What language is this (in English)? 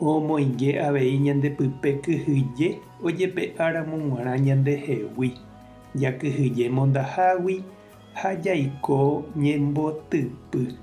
Guarani